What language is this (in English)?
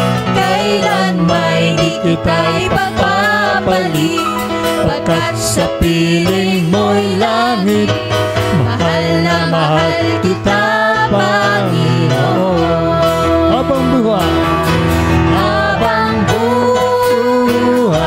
Filipino